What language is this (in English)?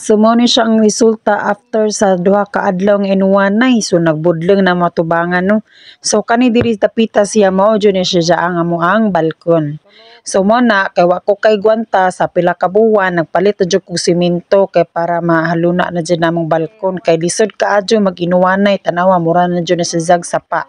Cebuano